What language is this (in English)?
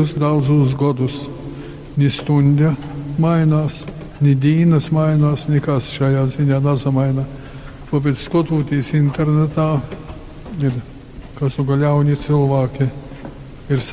Latgalian